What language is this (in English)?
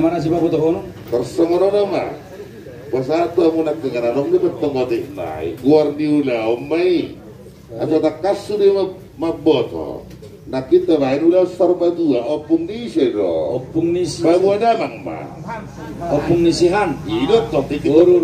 Batak Toba